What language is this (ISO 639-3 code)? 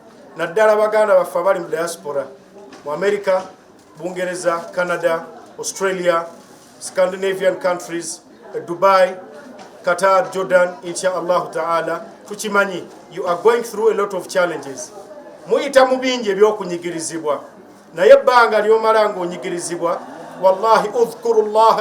lug